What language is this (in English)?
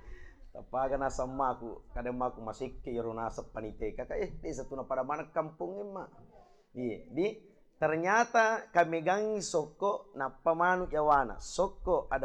Buginese